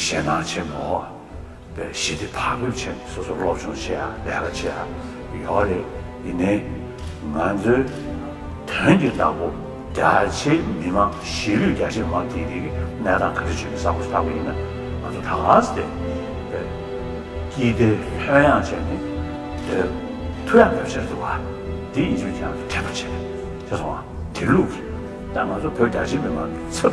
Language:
Tibetan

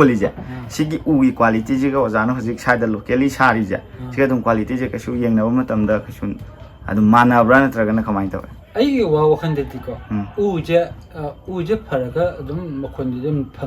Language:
Manipuri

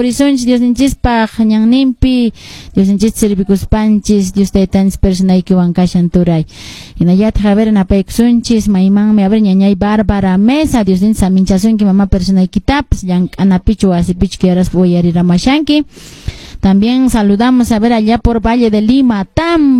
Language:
Quechua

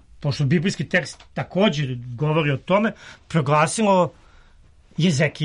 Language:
Serbian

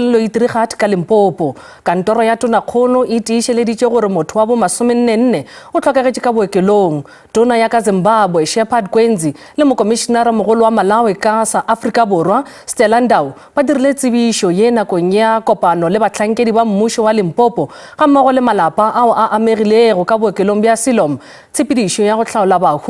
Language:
Northern Sotho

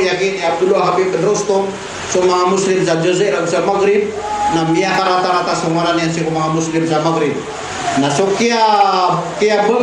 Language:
Maranao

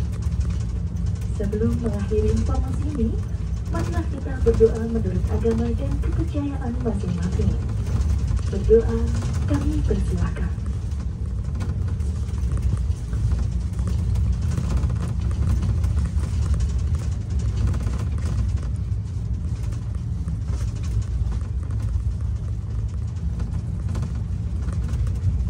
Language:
Indonesian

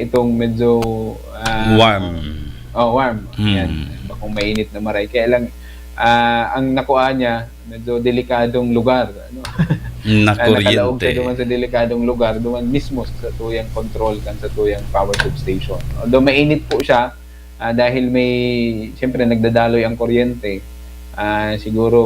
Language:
Bikol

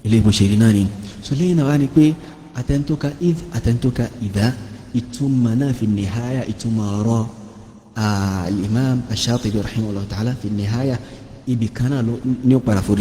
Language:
Yoruba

